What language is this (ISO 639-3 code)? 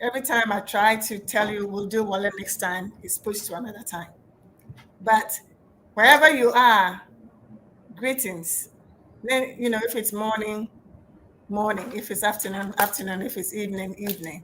ewe